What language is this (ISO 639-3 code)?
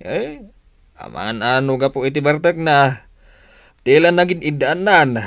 ilo